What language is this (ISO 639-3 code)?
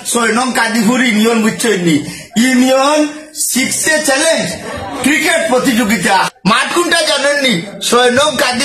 syl